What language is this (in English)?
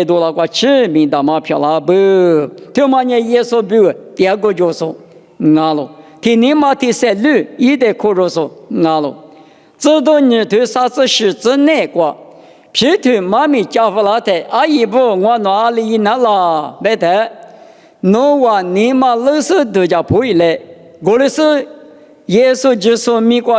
Lisu